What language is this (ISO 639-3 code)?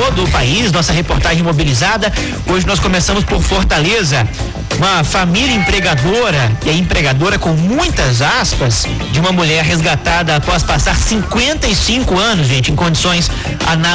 por